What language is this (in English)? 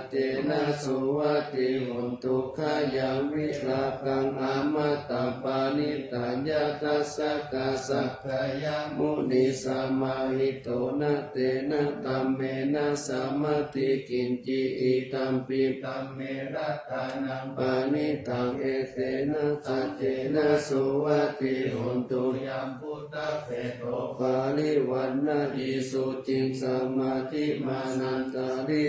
Pali